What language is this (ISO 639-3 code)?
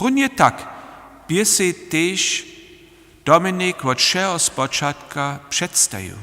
hsb